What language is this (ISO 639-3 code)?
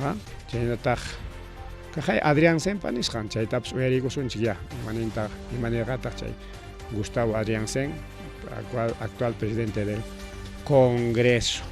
quy